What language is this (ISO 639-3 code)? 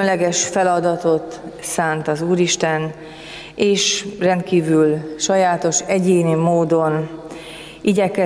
hun